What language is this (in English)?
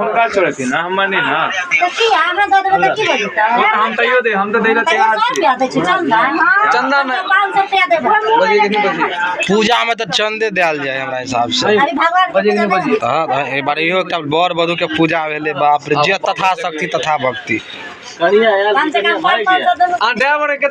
Maithili